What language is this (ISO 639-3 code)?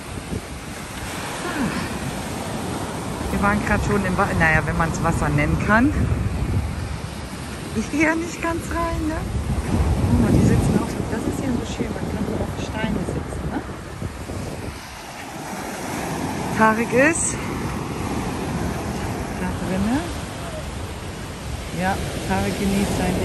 deu